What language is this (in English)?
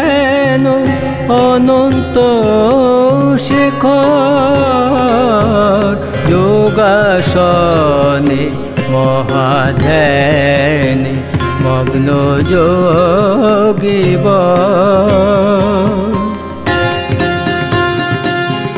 Bangla